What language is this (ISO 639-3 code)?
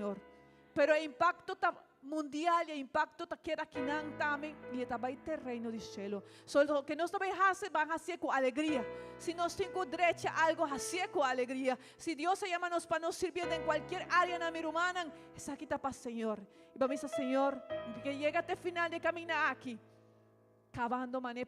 pap